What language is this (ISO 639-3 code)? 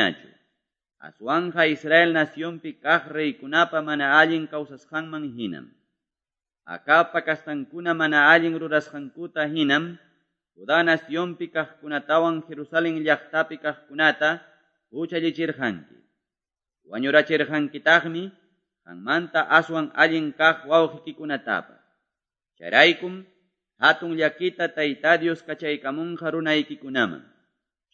que